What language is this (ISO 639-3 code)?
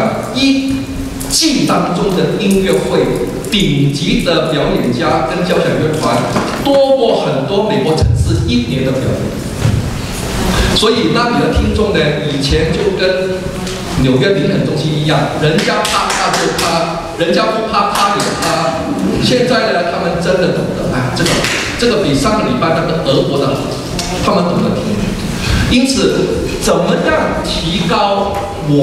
zho